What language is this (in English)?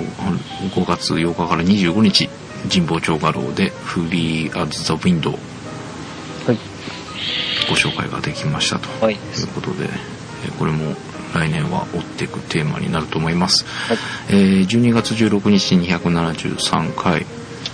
Japanese